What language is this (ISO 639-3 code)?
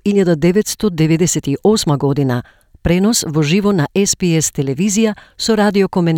mkd